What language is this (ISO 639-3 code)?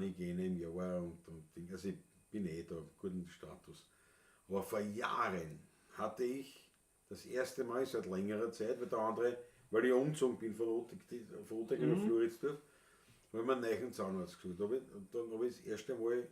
bar